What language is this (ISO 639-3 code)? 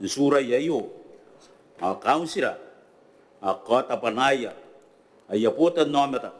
gil